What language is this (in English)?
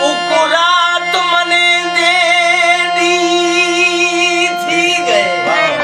Saraiki